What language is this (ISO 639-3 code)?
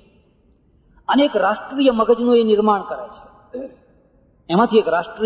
guj